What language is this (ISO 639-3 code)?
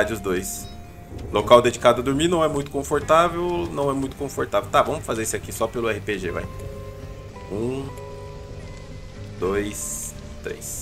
por